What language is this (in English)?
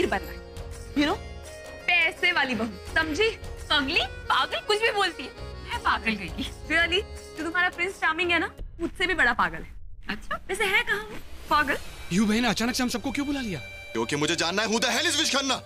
Hindi